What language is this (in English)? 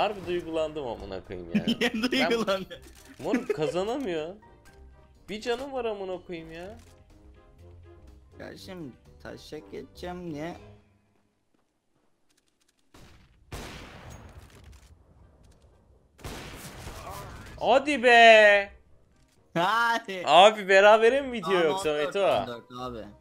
Turkish